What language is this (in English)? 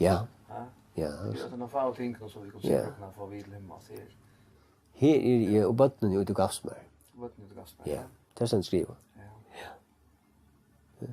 Faroese